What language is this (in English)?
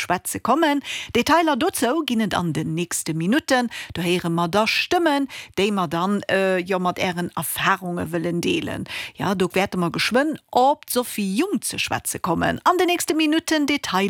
Luxembourgish